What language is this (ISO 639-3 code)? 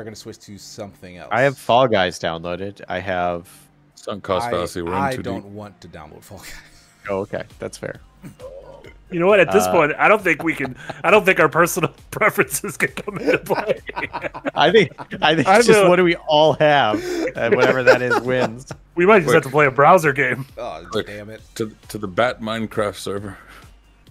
eng